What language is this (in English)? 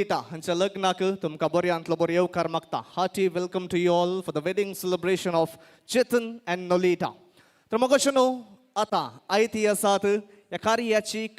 Konkani